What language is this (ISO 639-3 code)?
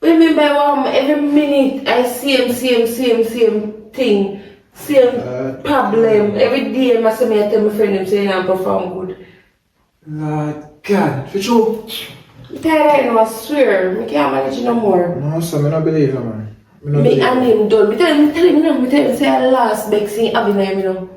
jam